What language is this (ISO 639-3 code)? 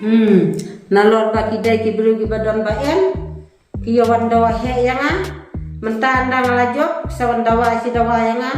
kha